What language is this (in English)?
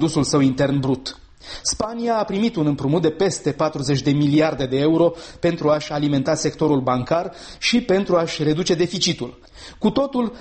Romanian